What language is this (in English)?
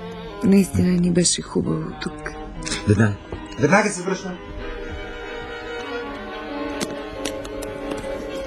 Bulgarian